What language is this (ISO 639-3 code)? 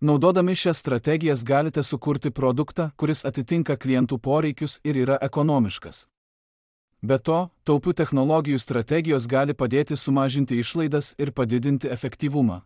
lit